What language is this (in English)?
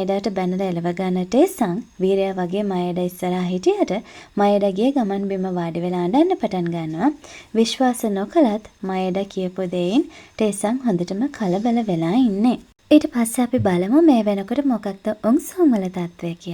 Sinhala